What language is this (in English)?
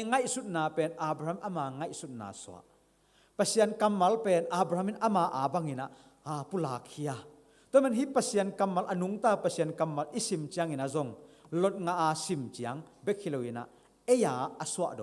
Tedim Chin